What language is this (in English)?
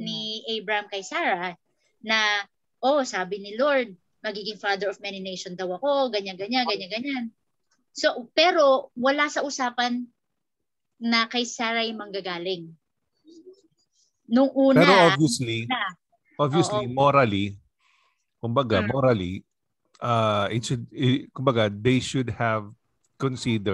Filipino